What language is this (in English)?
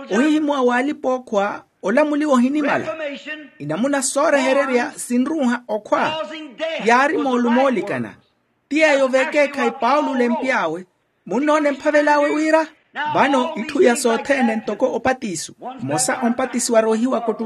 Makhuwa